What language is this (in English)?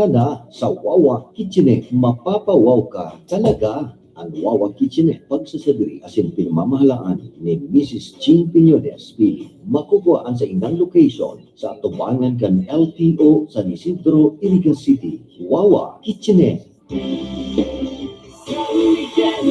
Bikol